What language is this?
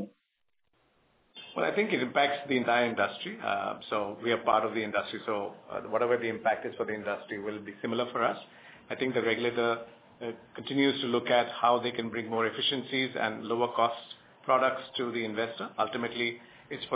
English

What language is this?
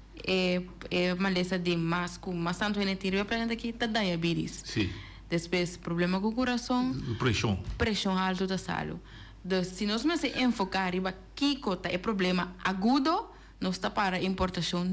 Papiamento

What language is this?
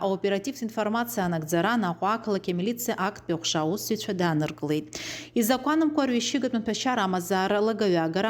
Abkhazian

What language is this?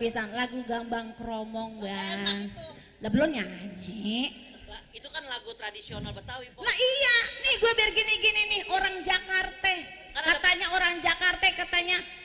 Betawi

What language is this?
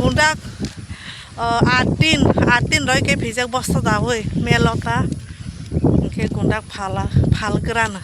Kok Borok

